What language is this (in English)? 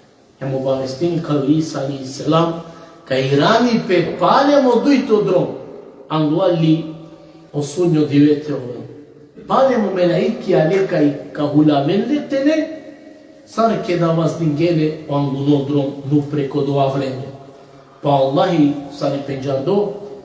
Balkan Romani